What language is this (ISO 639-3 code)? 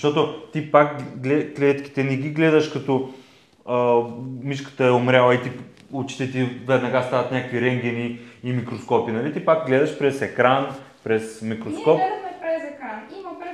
bul